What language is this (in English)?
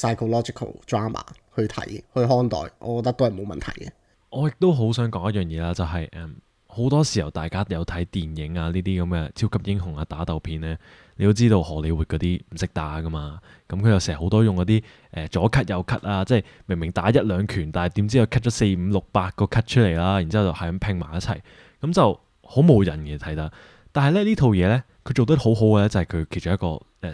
Cantonese